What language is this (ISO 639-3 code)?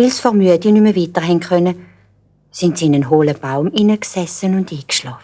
gsw